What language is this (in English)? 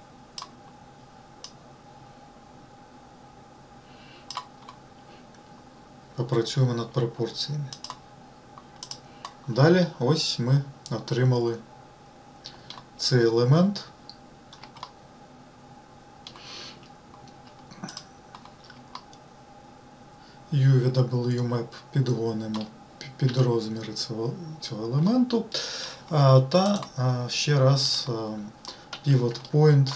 Ukrainian